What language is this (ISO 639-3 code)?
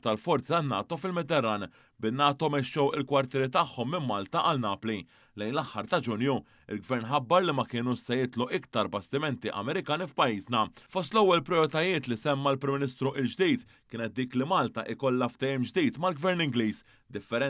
mlt